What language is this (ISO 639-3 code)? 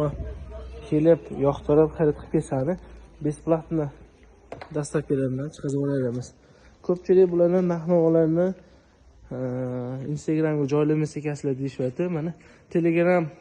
uzb